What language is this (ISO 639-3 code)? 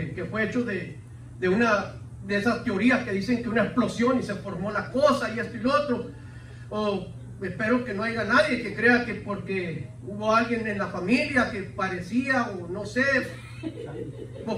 spa